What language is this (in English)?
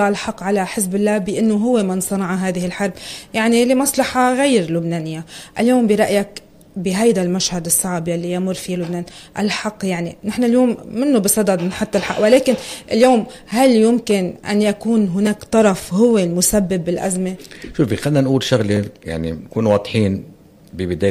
North Levantine Arabic